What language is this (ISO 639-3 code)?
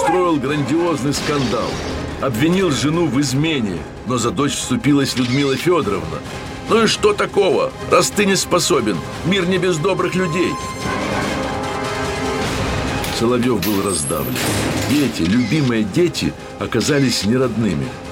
rus